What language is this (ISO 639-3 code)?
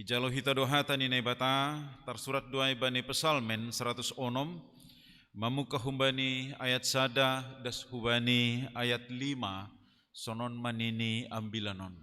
bts